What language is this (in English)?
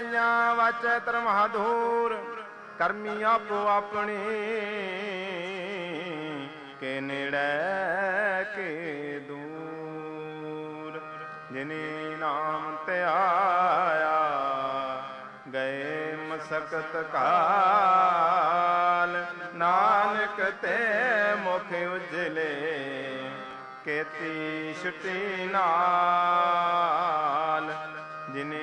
Punjabi